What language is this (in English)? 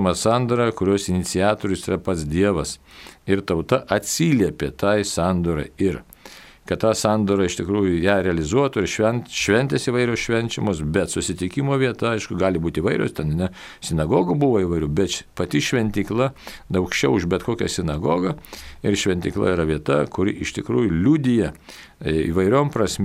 Lithuanian